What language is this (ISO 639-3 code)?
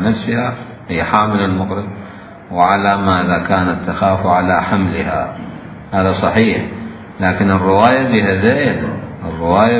acm